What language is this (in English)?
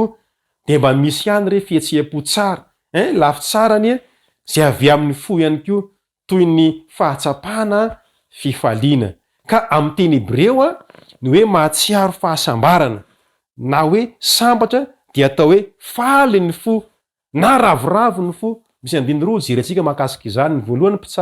Malagasy